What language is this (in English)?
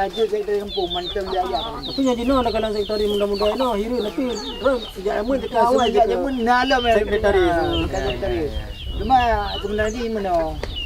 Achinese